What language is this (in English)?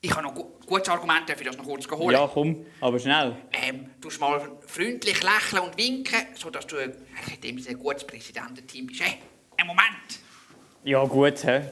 Swiss German